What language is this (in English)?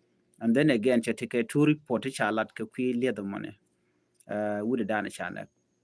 Nuer